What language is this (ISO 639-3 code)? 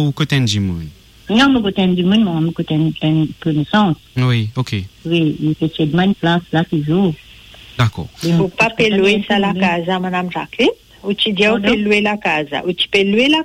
mfe